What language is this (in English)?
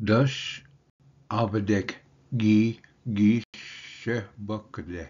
Ojibwa